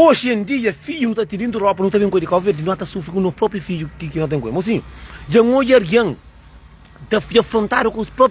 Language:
Kabuverdianu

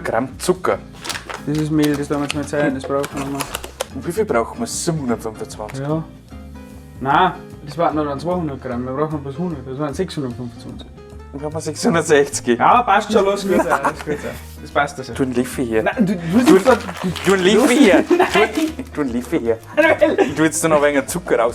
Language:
Bavarian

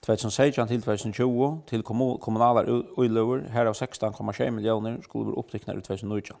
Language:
Faroese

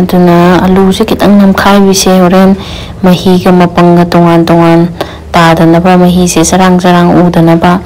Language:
Manipuri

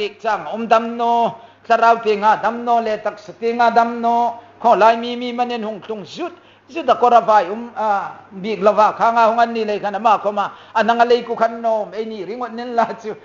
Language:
Hmar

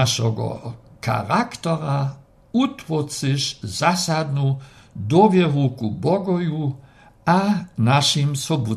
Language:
Lower Sorbian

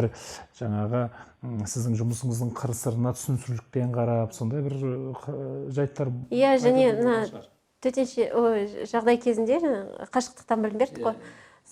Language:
Kazakh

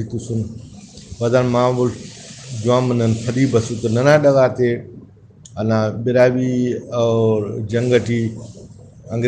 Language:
Brahui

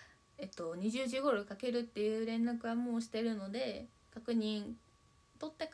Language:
Japanese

